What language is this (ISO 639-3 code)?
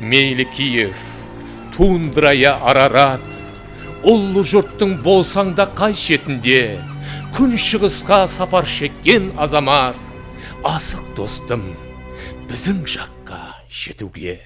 kaa